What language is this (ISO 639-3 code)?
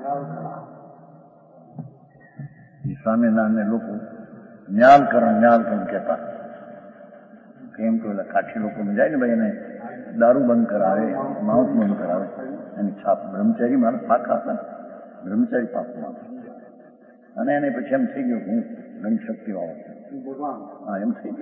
guj